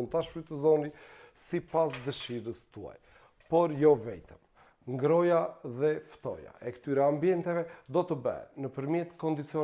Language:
Albanian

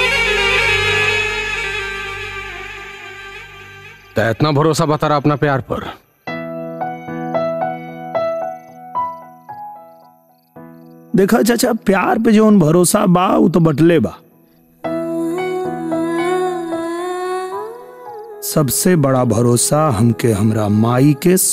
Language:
Bhojpuri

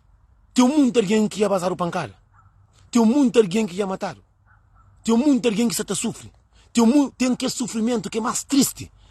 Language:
Kabuverdianu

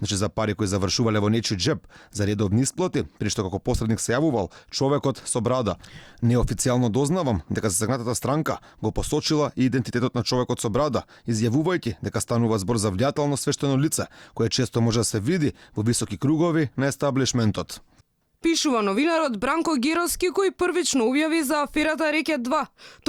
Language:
Macedonian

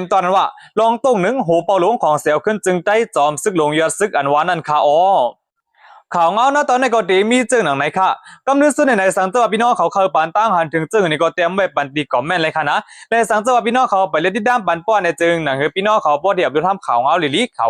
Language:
Shan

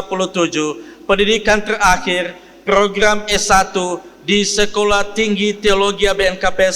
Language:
Nias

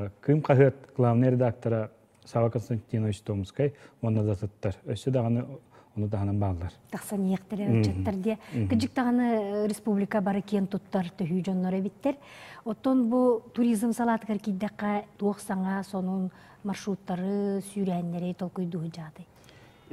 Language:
Yakut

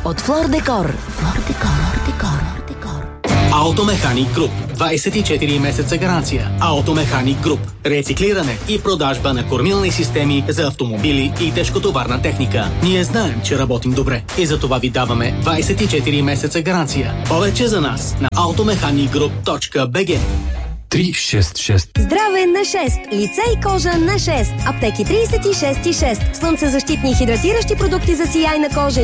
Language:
Bulgarian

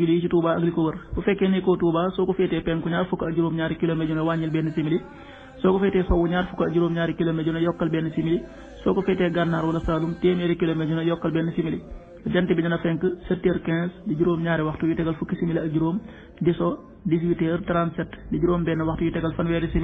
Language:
Wolof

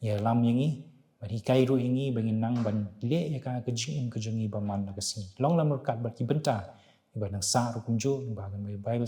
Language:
Khasi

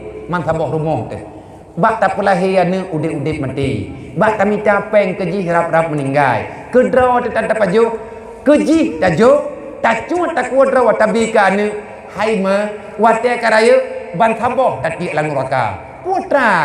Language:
Achinese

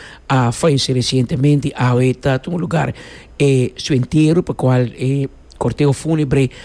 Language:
Papiamento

